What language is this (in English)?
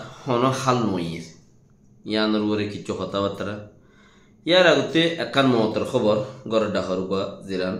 Rohingya